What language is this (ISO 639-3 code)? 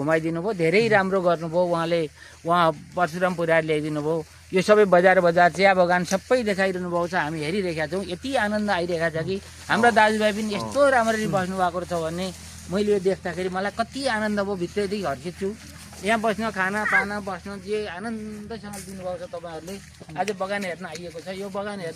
nep